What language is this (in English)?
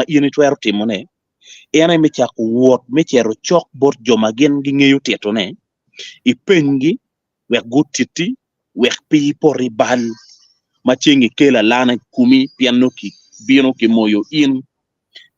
Acoli